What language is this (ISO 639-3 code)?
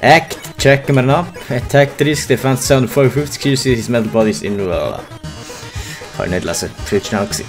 gsw